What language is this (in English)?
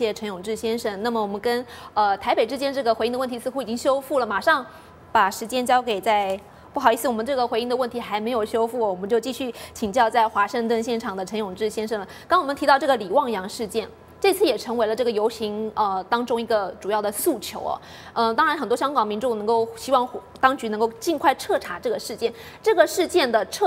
Chinese